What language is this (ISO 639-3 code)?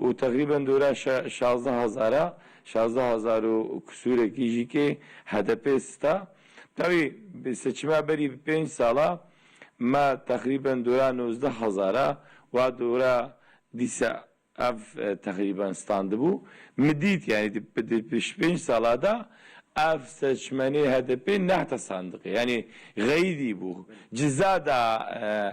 kur